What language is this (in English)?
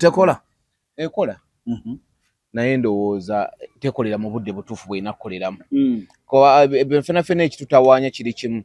Ganda